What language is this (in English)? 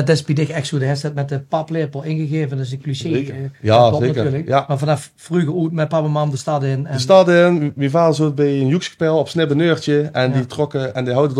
Limburgish